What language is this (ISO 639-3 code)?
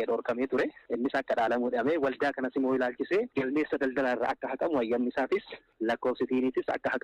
orm